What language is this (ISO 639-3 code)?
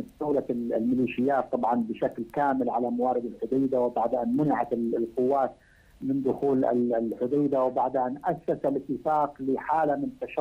ara